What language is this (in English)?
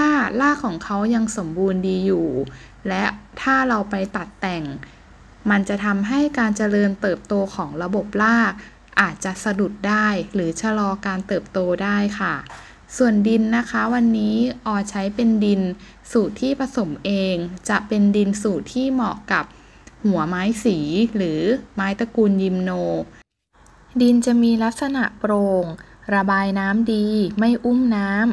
Thai